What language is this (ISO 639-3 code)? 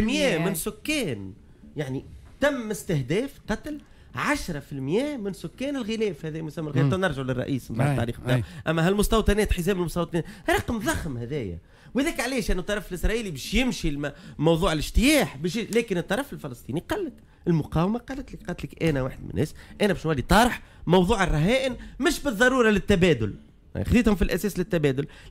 aeb